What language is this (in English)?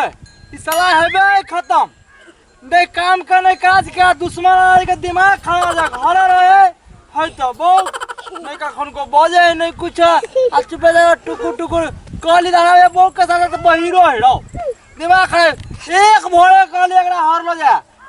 Maithili